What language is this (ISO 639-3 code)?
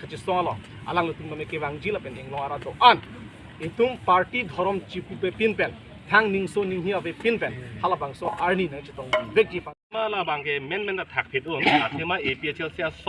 mjw